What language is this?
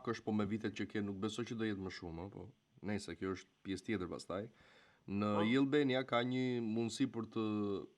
Albanian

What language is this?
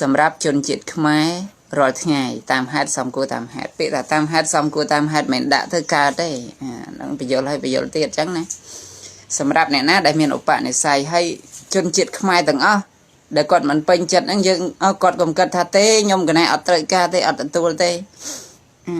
Khmer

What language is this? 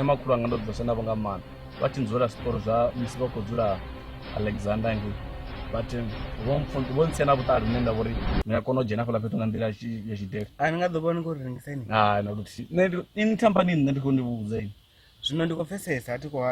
Venda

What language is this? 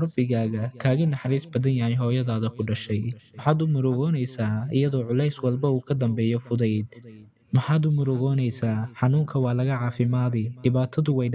Somali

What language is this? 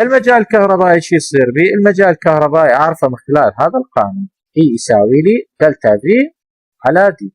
Mesopotamian Arabic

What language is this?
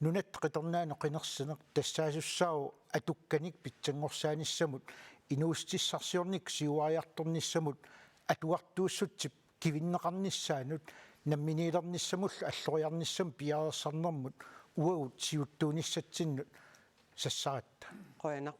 Kalaallisut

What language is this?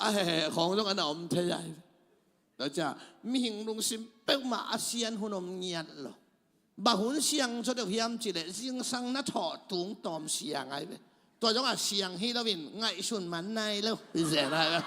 Tedim Chin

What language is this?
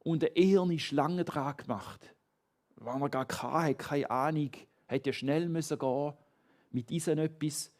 Swiss German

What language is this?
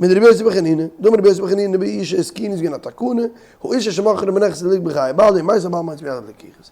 Yiddish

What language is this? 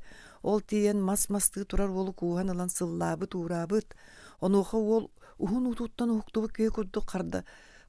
Yakut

